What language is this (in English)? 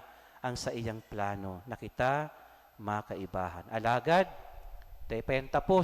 Bikol